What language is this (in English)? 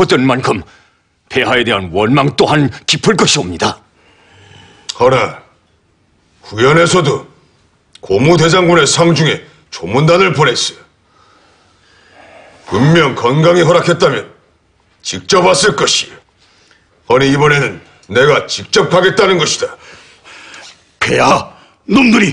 Korean